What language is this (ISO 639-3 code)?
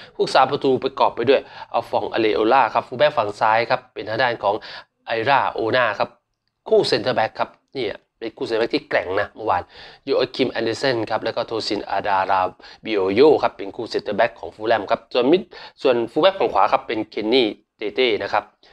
tha